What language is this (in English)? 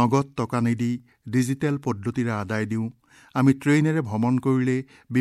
Assamese